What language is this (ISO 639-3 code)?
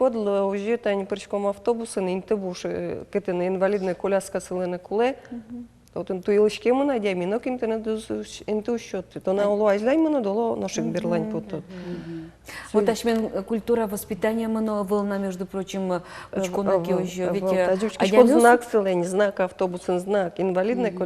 udm